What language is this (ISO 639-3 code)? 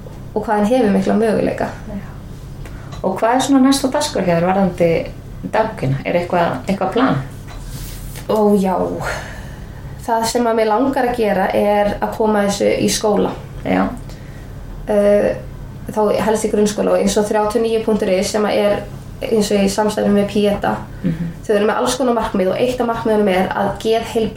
isl